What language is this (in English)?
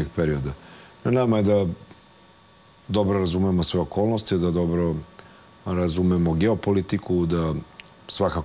Serbian